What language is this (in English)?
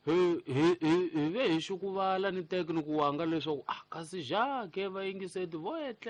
Tsonga